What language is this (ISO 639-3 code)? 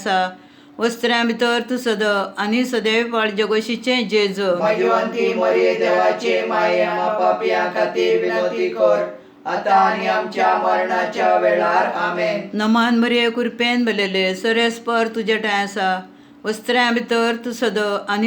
kok